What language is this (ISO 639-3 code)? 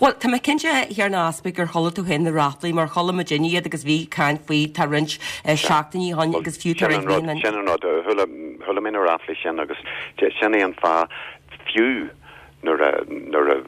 gle